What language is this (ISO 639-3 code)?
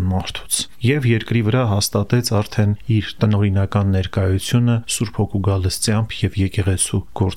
hye